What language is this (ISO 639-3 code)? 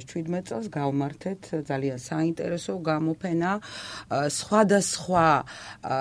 kat